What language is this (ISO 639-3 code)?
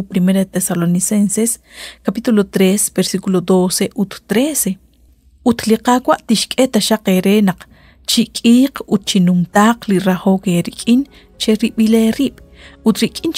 kek